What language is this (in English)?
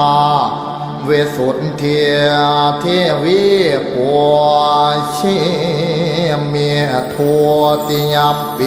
Pali